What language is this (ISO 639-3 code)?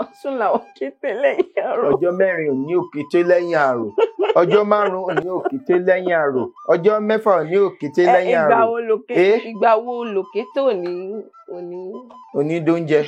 yor